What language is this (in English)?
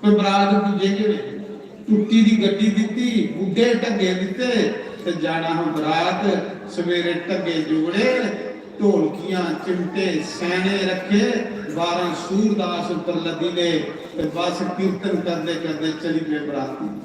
Dogri